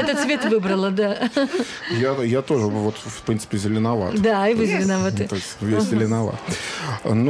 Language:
Russian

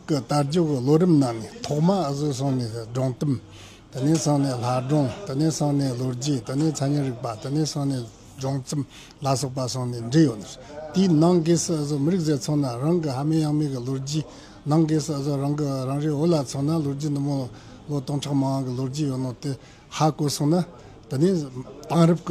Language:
Tibetan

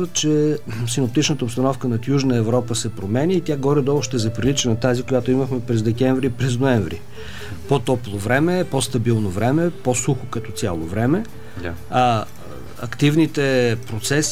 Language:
Bulgarian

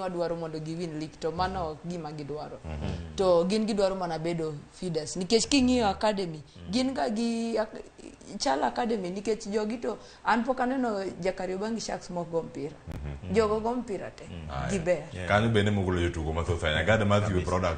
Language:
Luo (Kenya and Tanzania)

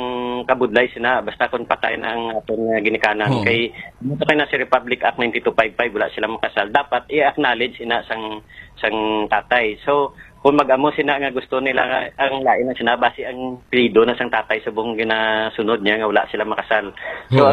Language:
Hiligaynon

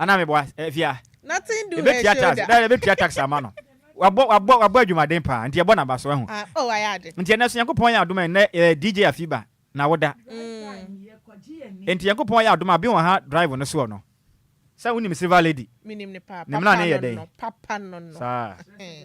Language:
Akan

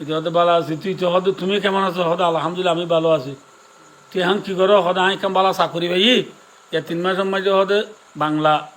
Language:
Rohingya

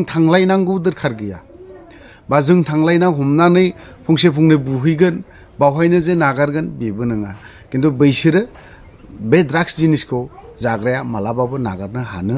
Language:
Bodo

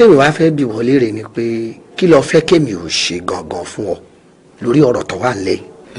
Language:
Yoruba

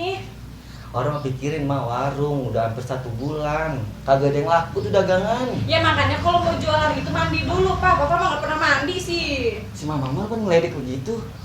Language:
Betawi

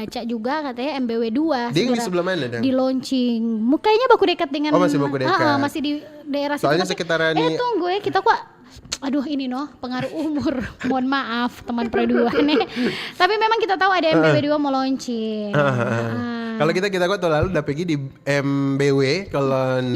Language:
Manado Malay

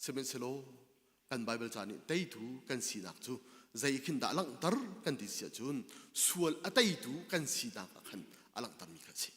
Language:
Hakha Chin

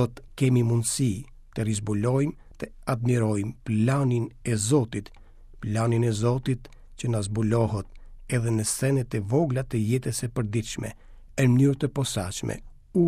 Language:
Albanian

